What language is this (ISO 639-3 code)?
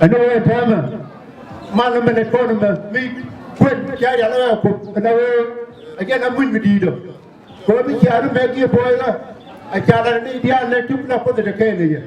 nus